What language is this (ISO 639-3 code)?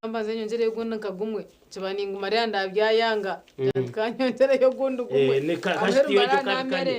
nyn